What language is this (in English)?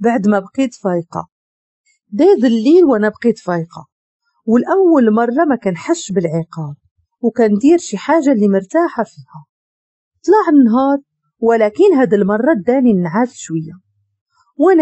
Moroccan Arabic